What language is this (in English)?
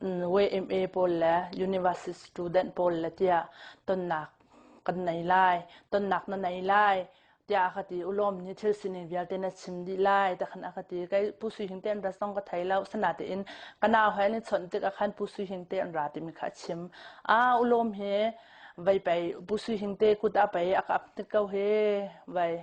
Hakha Chin